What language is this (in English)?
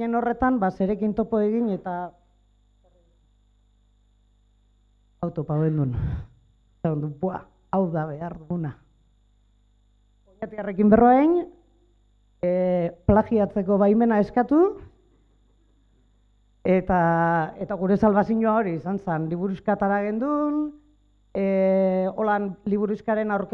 Basque